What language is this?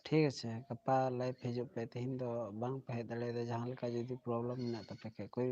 Santali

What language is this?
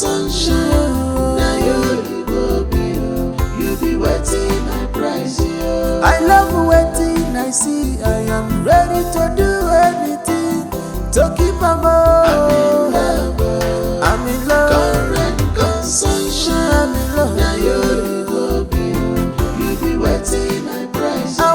Nigerian Pidgin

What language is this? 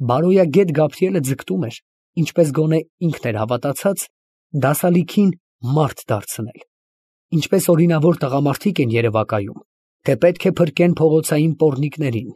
Armenian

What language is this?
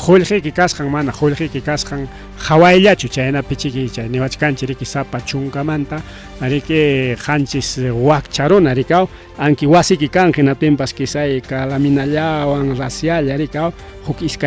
Ayacucho Quechua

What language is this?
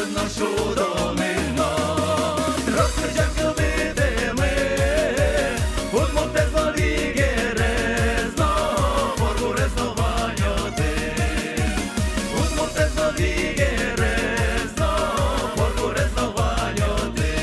Udmurt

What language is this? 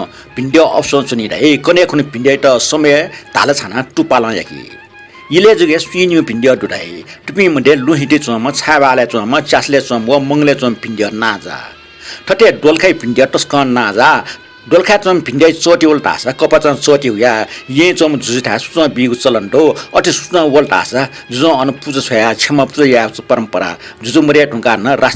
Newari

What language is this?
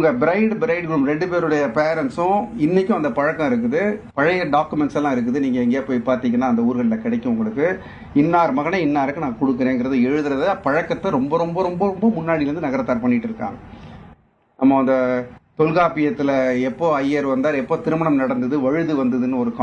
Tamil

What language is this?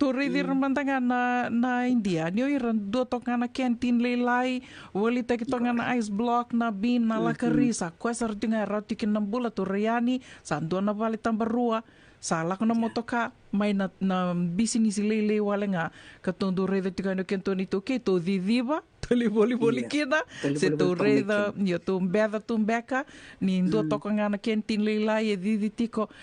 Fijian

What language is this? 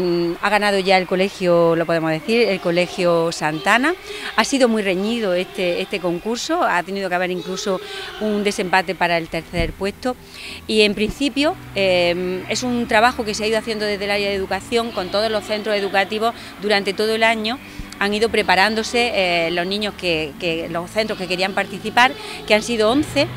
Spanish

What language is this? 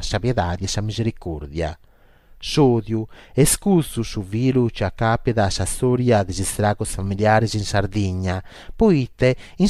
Sardinian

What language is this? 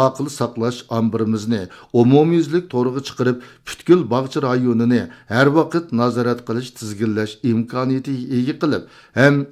Uyghur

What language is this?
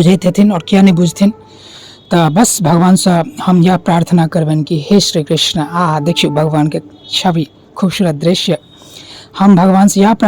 Maithili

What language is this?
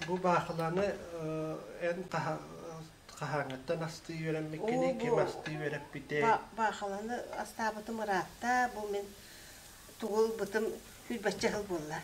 Yakut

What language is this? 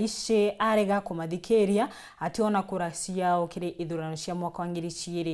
Meru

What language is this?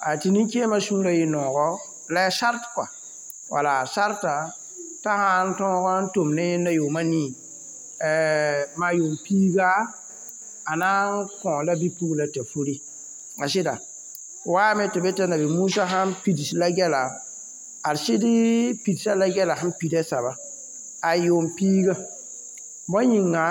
Mossi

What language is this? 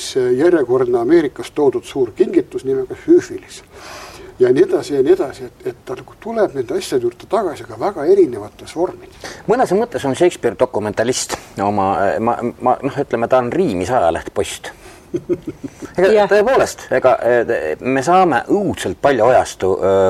Estonian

